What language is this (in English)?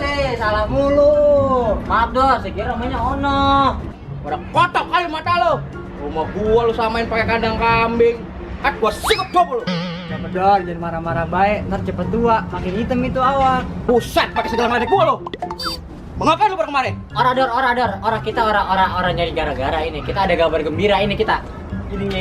Betawi